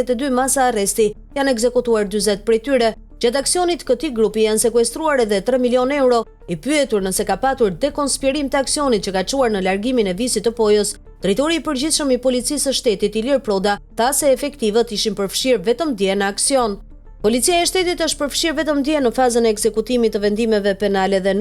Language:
Albanian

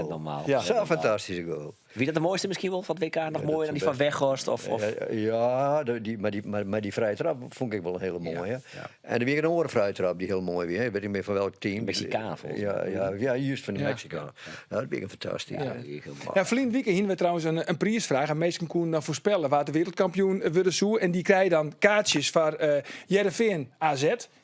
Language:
Western Frisian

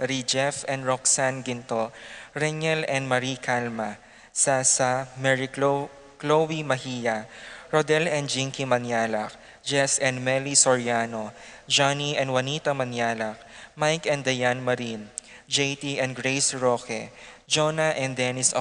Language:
Pampanga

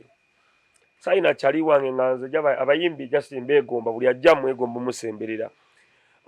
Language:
Ganda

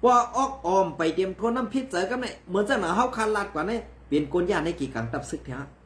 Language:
Shan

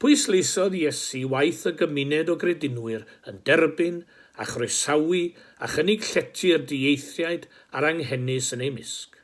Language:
Welsh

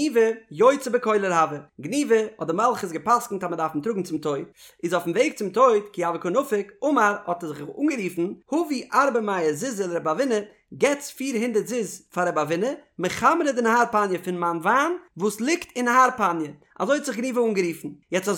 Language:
Yiddish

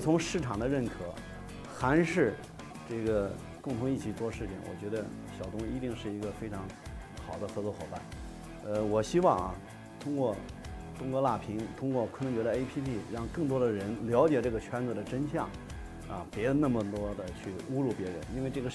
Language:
Chinese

